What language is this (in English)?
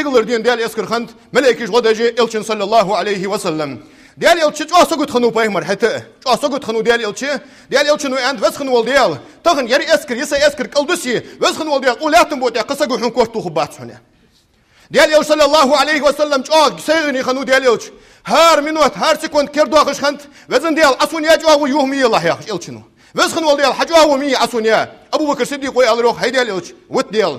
Ingush